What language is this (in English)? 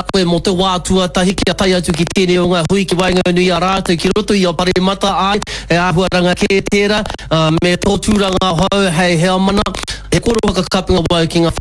Māori